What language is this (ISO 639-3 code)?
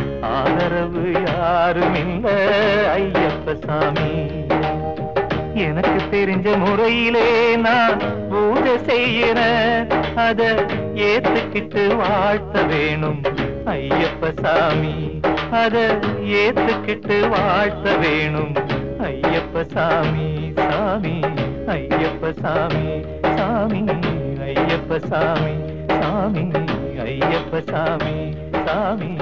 tam